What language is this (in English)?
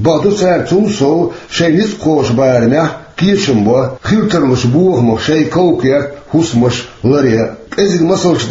Chechen